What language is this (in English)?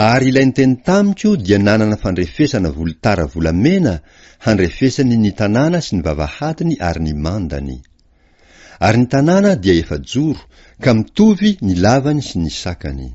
Malagasy